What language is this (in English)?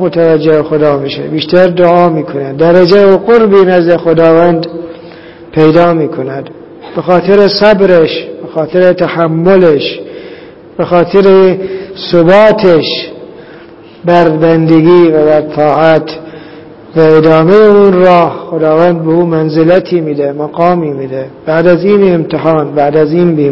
Persian